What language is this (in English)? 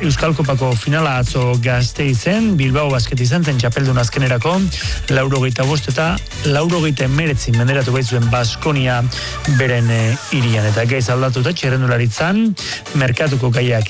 Basque